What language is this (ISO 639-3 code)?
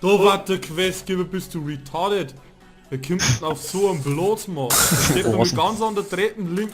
bar